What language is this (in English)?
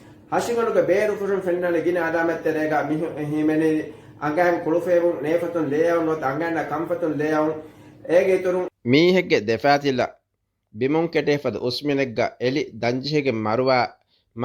Divehi